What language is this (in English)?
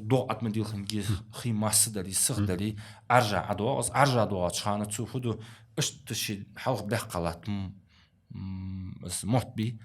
Ingush